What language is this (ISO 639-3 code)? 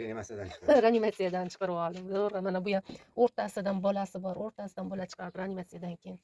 uzb